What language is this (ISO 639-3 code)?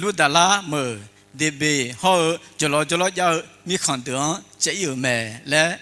ahk